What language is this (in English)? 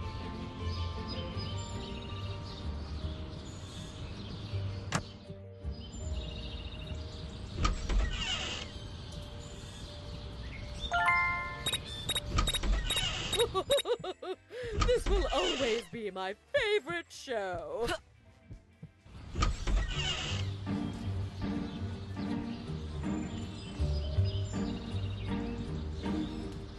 English